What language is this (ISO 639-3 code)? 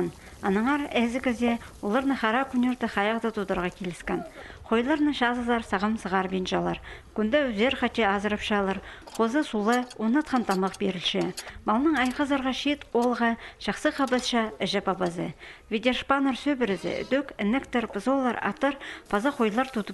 kjh